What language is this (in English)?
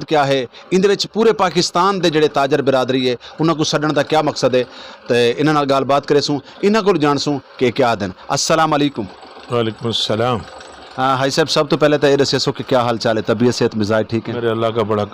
Saraiki